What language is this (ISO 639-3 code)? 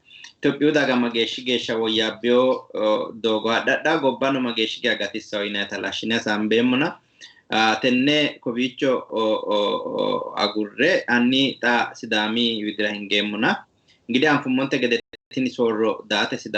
sid